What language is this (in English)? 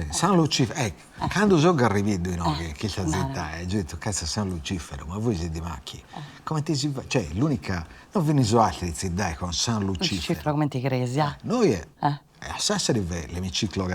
Sardinian